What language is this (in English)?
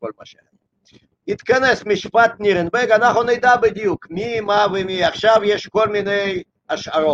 Hebrew